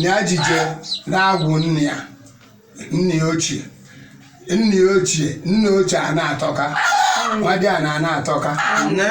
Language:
Igbo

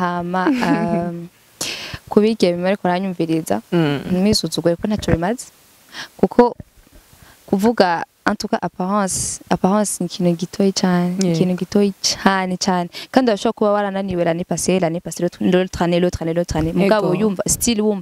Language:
Rundi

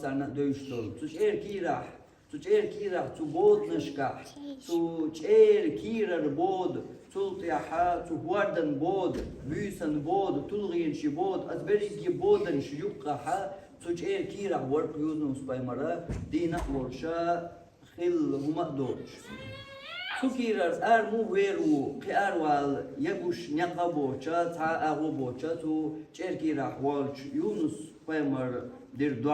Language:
Chechen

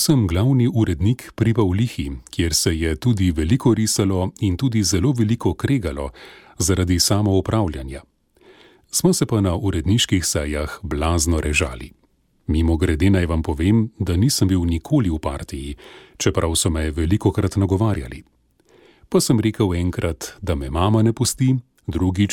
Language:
Slovenian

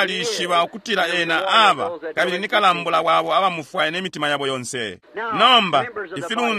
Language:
Bemba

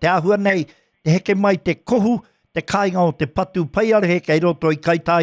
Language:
Māori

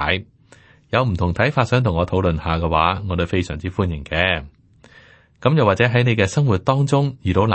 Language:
Cantonese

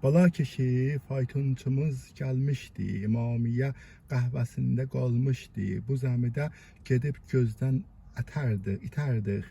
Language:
South Azerbaijani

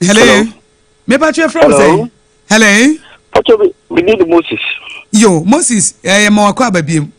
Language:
Akan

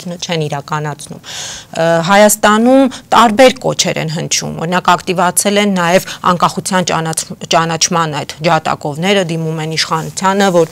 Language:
Armenian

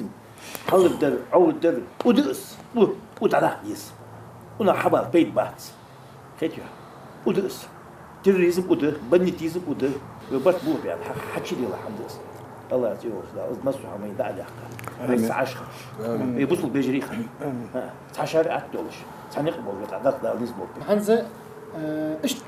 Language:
Ingush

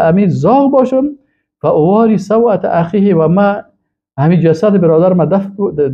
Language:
Persian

